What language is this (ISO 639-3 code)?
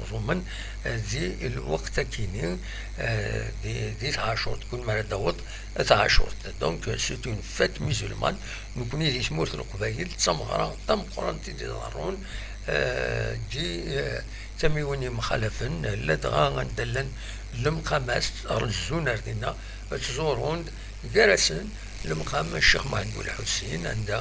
kab